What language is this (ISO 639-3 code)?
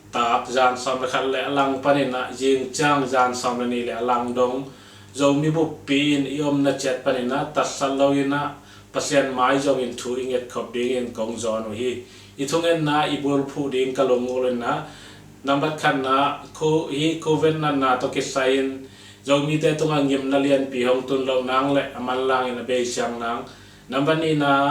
ctd